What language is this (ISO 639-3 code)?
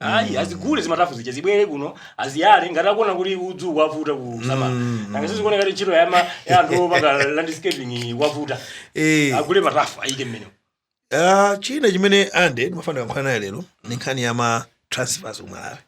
nya